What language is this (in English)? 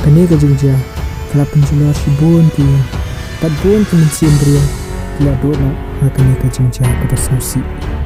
Khasi